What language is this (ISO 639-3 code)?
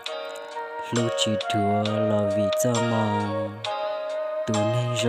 hmn